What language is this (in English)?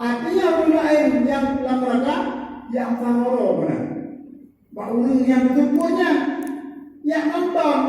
Achinese